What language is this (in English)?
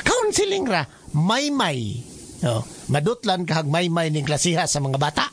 Cebuano